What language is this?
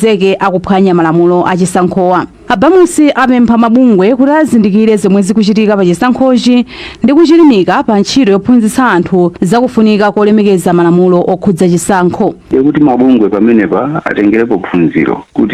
Nyanja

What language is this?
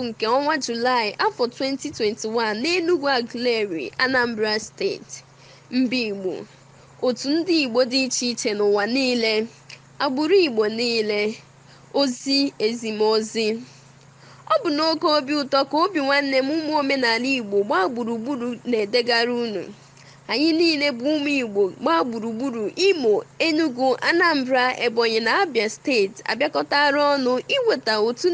Igbo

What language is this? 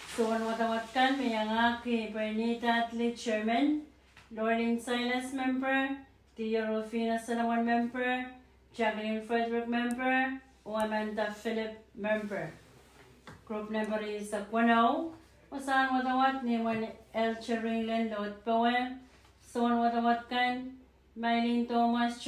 Pohnpeian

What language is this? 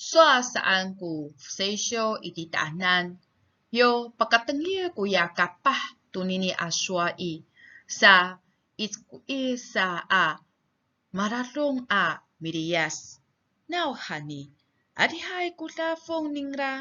Amis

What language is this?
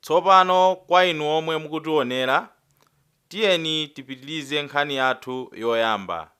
Nyanja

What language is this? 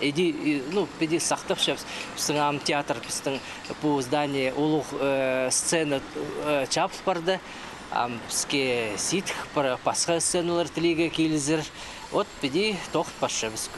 Khakas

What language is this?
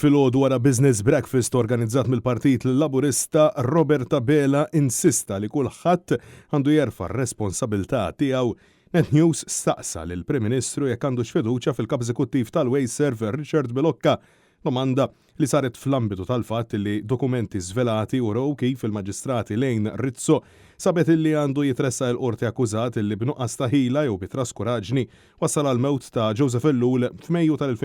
Maltese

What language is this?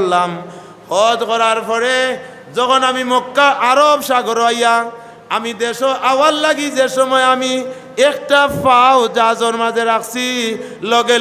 Sylheti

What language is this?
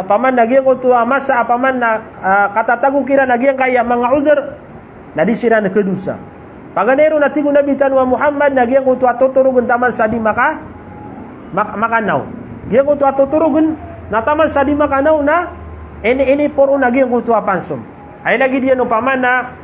Maranao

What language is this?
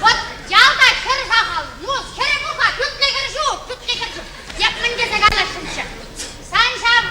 Chuvash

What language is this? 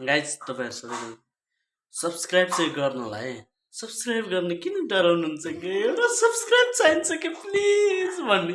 Nepali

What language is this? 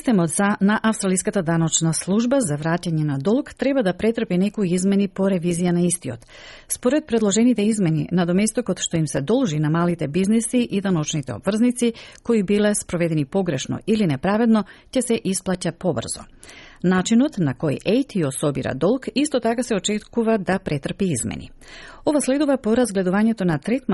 Macedonian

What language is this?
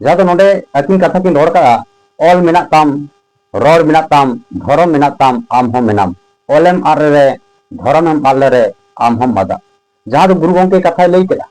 Santali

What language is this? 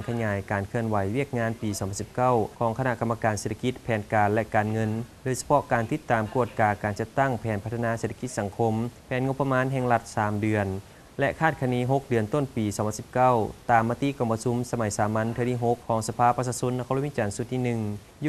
Lao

